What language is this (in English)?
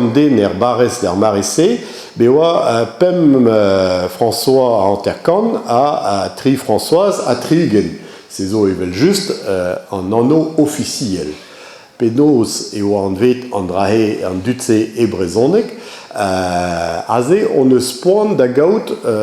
Breton